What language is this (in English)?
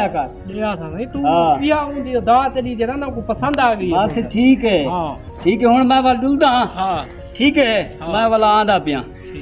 Saraiki